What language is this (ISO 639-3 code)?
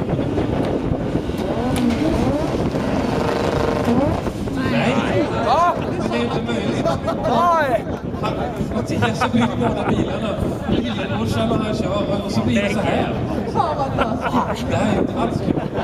swe